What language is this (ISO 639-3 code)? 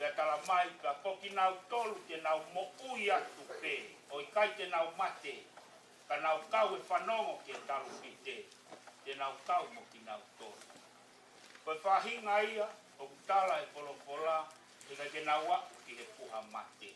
ton